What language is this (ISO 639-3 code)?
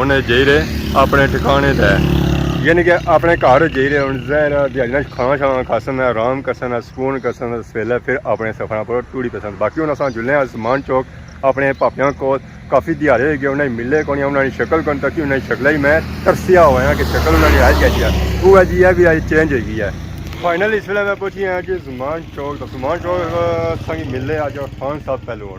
phr